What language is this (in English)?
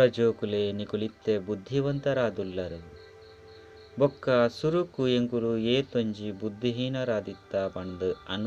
Tulu